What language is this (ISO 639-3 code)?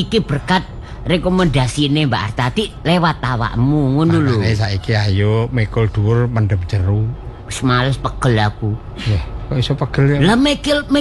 jav